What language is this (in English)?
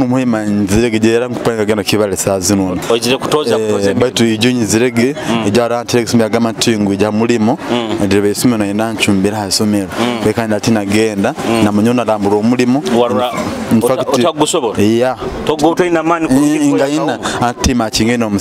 Nyoro